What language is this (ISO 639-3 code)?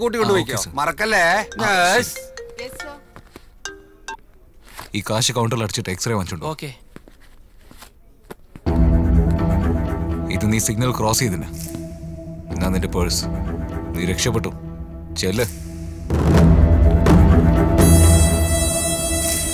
mal